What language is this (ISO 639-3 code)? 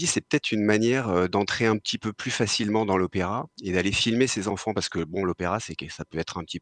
fra